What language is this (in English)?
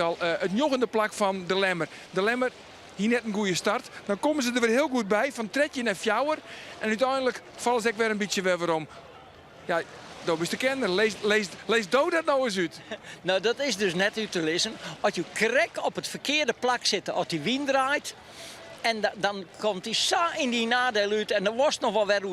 Western Frisian